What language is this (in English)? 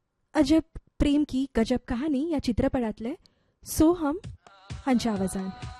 Marathi